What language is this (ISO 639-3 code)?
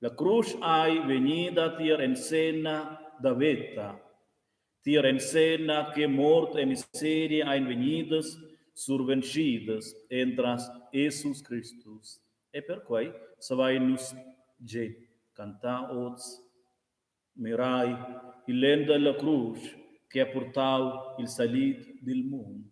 roh